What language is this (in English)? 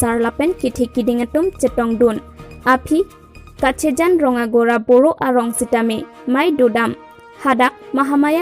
Karbi